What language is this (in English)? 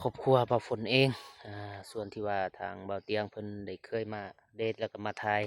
Lao